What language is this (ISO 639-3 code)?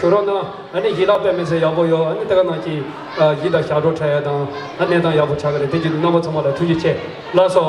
bod